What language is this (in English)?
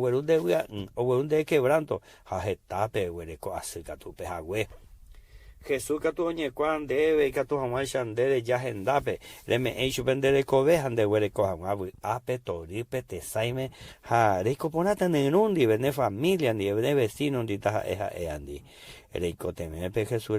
Guarani